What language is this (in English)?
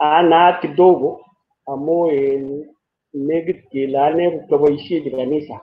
Kalenjin